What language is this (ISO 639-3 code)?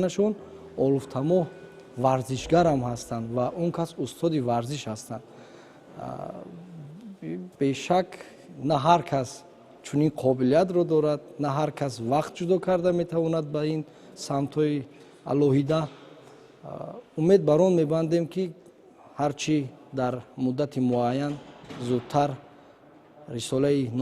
tgk